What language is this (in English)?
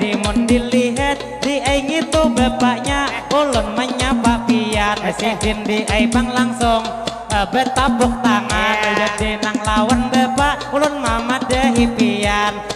Banjar